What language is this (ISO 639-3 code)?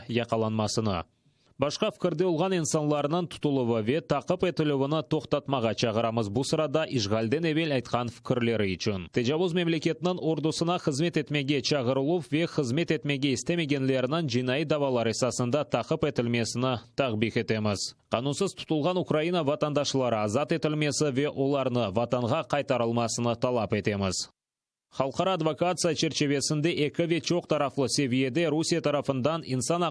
crh